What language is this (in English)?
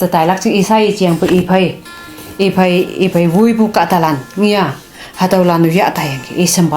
Konyak Naga